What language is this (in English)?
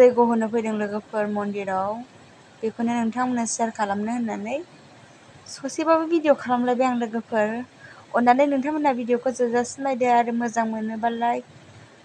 Bodo